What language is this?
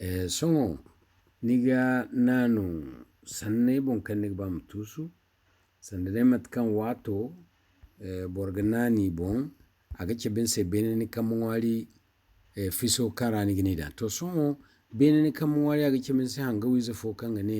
Zarma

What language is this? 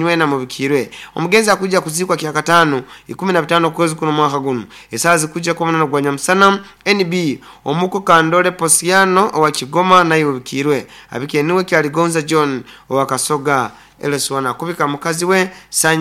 Nyoro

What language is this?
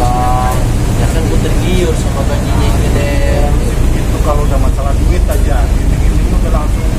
Betawi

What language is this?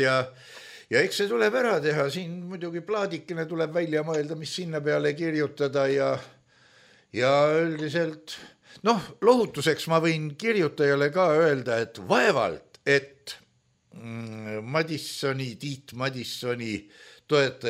Estonian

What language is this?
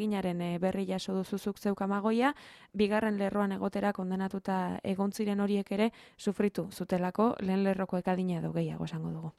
Basque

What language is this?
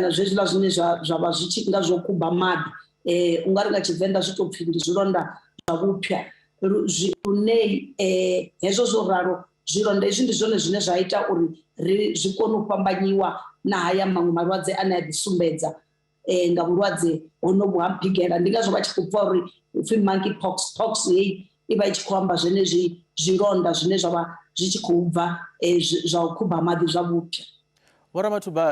Venda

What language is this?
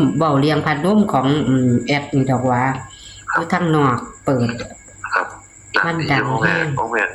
Northeastern Thai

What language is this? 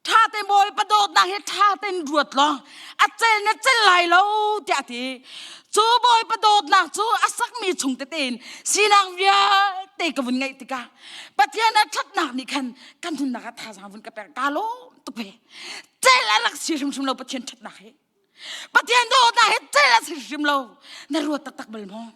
Hakha Chin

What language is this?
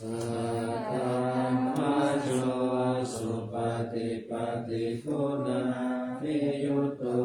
Pali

